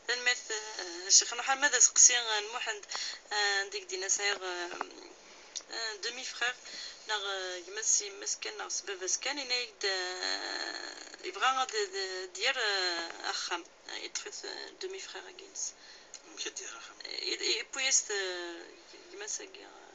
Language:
Kabyle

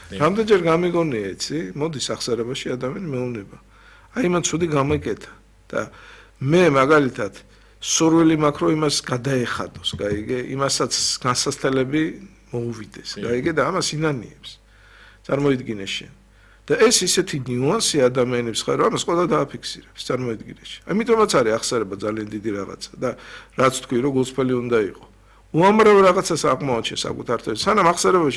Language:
Georgian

